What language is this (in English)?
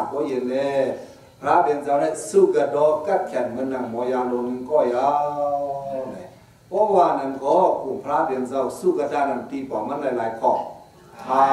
Shan